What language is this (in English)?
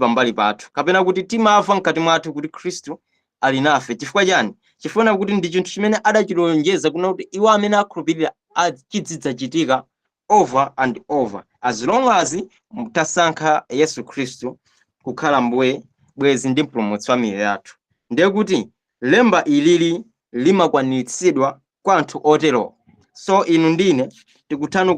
Nyanja